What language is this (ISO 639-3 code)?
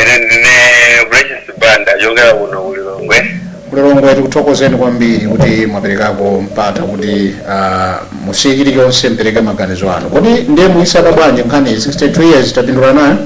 nya